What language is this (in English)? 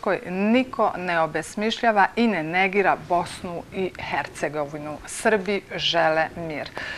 Serbian